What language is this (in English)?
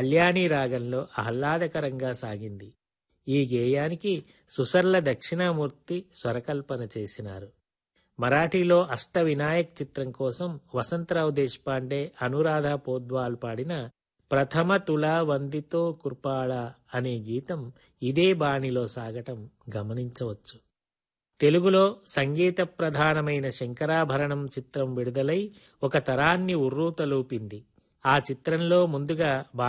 Telugu